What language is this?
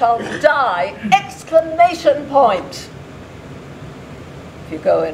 English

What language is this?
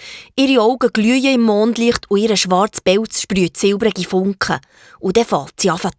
Swiss German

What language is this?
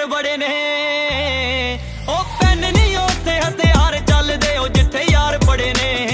Punjabi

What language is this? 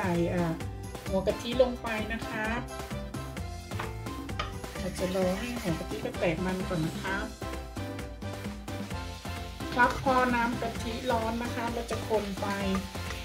Thai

